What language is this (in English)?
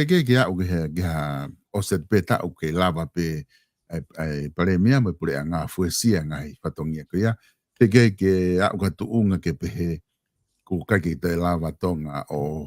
Tongan